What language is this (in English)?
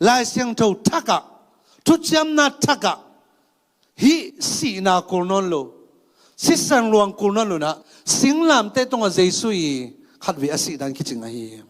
Tedim Chin